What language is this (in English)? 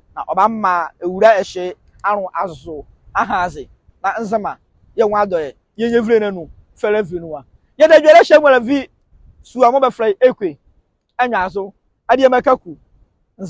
Nzima